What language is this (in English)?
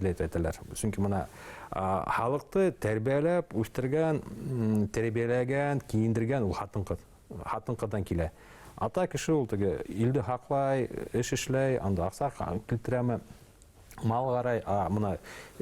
Bashkir